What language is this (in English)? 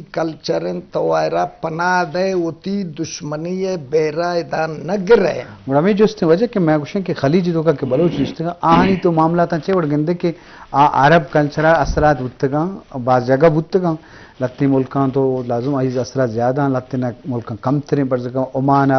Eastern Balochi